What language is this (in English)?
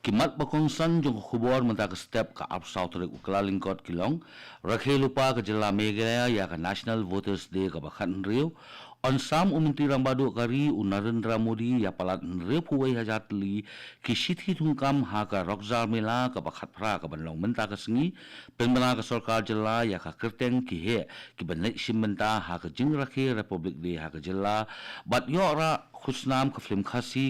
Khasi